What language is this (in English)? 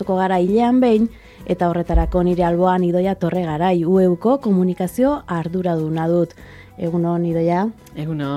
Basque